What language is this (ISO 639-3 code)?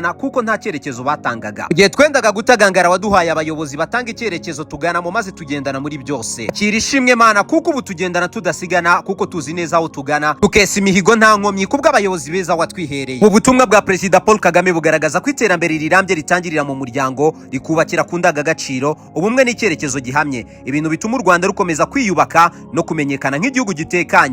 kin